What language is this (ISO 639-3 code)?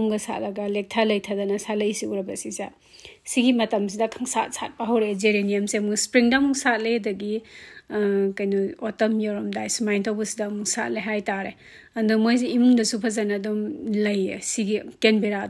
mni